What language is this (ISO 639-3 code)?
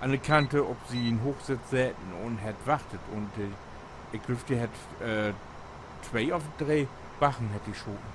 nds